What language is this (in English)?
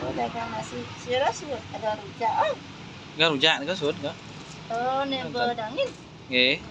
Balinese